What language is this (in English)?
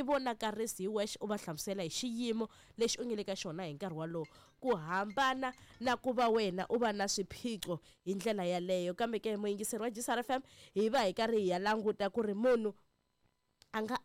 Tsonga